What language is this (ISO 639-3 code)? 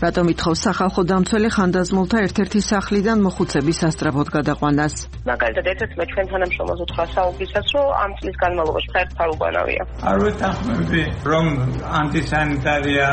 kat